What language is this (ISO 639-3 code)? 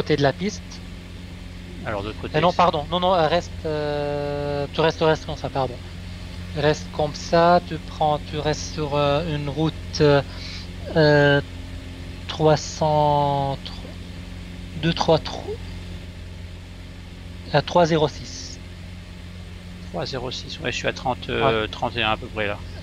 fra